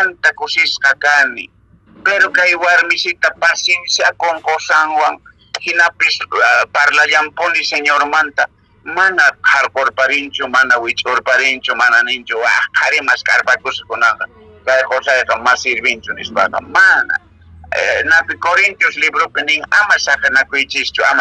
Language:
Quechua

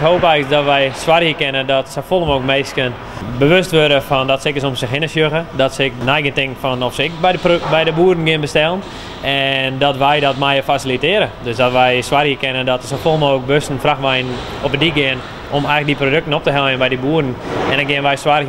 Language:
Western Frisian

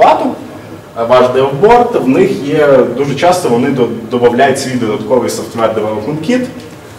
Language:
Ukrainian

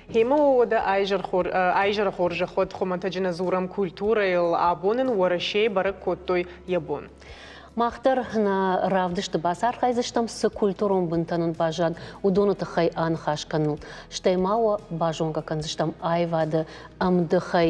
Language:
Ossetic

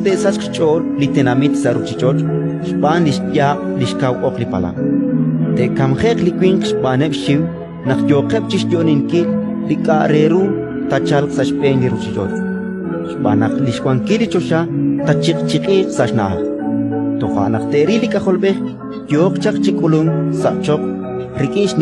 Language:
Kekchí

